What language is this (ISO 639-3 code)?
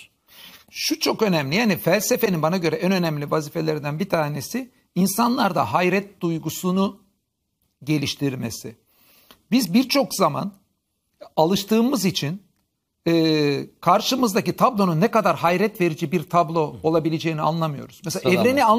tur